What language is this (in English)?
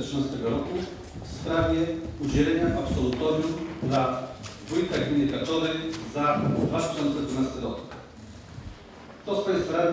Polish